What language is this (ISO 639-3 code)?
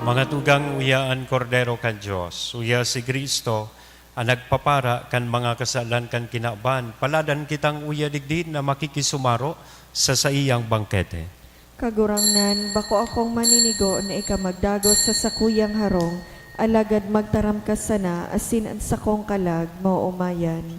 bik